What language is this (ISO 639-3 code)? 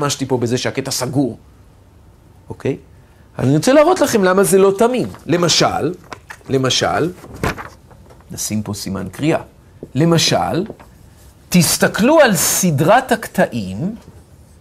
heb